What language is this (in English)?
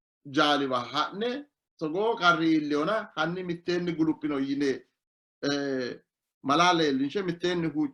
Sidamo